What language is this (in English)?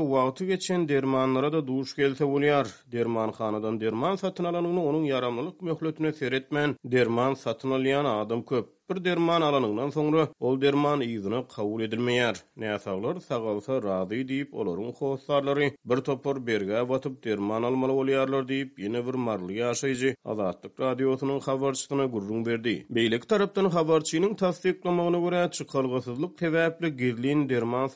Turkmen